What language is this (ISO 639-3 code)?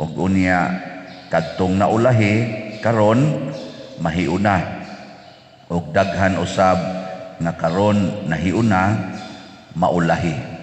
ceb